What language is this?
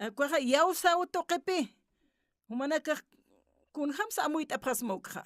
Aymara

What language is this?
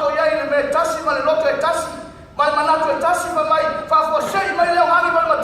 Samoan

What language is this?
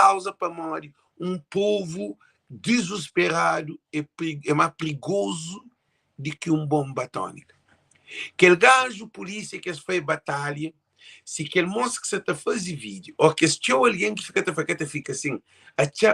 Kabuverdianu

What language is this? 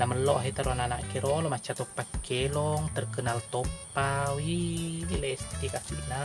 Buginese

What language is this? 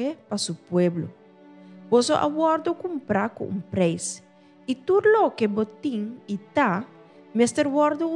Papiamento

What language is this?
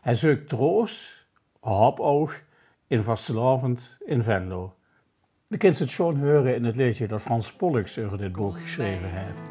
Limburgish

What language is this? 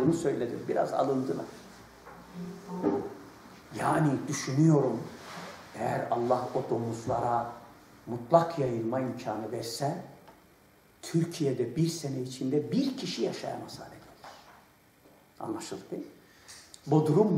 Turkish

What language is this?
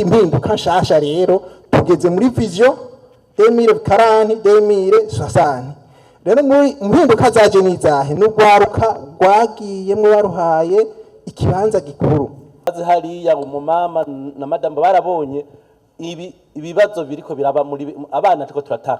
Rundi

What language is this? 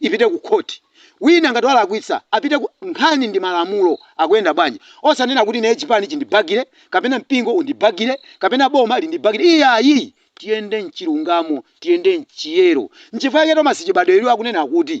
Nyanja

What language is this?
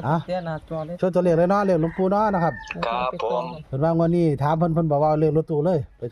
Northeastern Thai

